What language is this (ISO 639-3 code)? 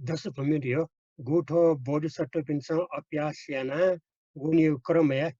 new